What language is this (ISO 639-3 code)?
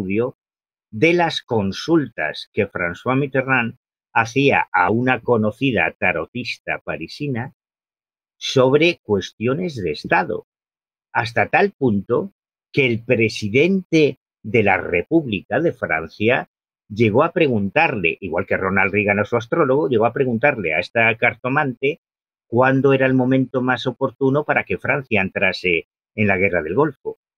spa